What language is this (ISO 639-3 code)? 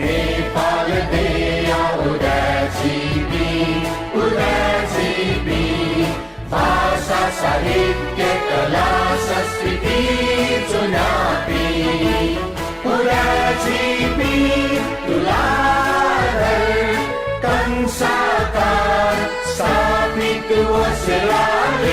new